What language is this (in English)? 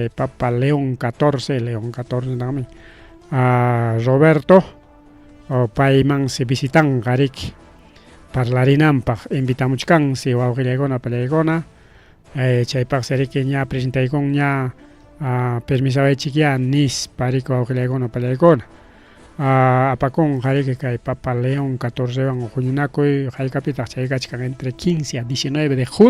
Ayacucho Quechua